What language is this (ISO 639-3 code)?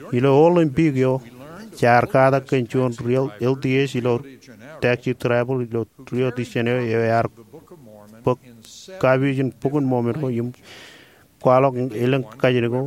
mah